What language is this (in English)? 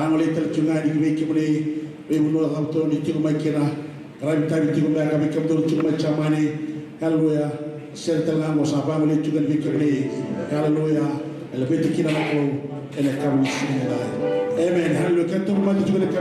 Fijian